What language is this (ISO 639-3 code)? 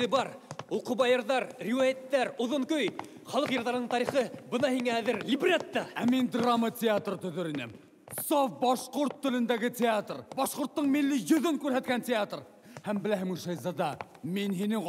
bak